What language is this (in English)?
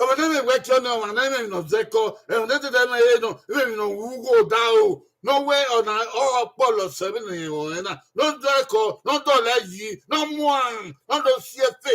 Bini